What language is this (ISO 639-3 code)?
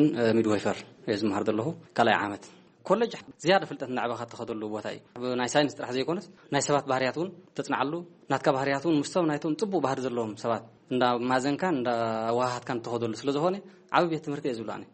tir